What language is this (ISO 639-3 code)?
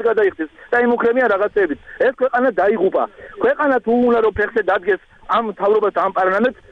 kat